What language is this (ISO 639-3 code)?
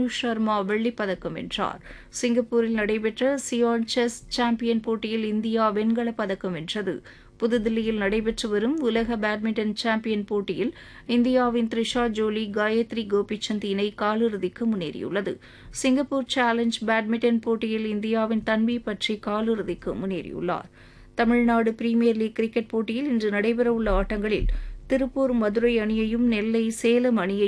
tam